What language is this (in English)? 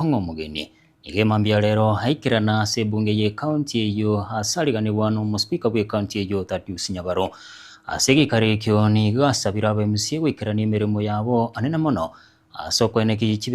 Gusii